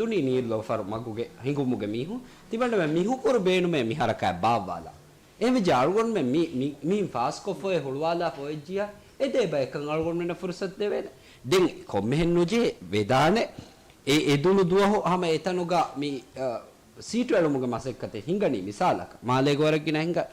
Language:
Divehi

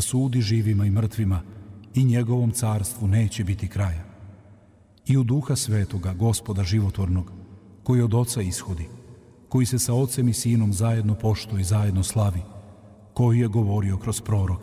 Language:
Serbian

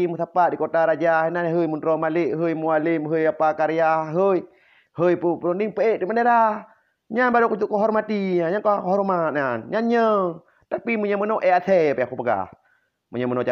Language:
Achinese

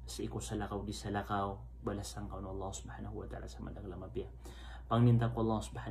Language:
Maranao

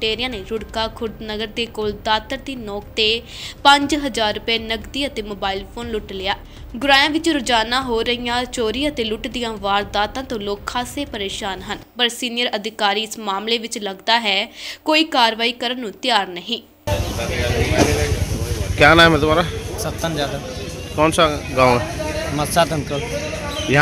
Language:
Punjabi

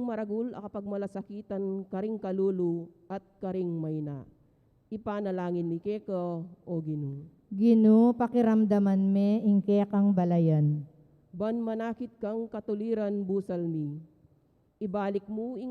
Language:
Pampanga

